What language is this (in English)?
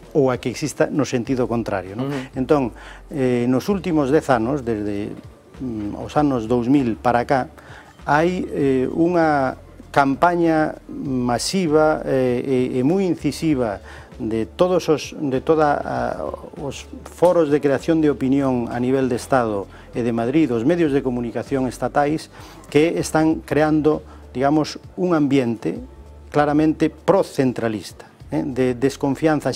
Galician